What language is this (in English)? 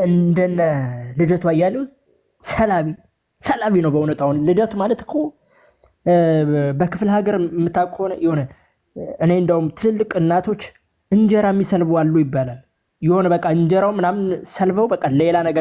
Amharic